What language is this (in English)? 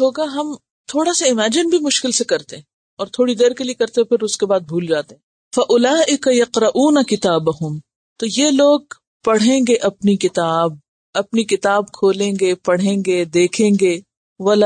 Urdu